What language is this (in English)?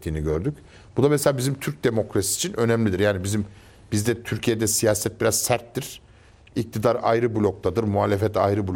Turkish